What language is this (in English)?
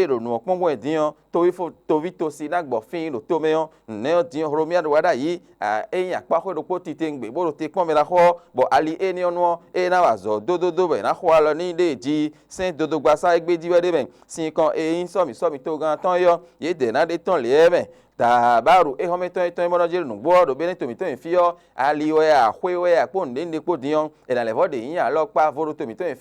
Fon